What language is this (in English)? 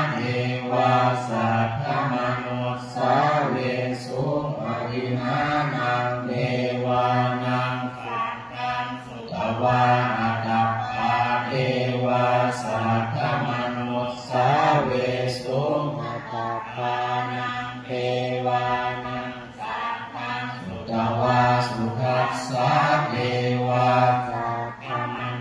Pali